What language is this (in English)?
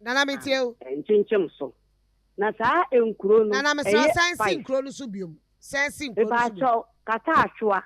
Akan